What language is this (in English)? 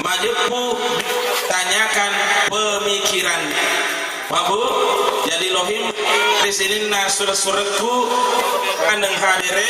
Buginese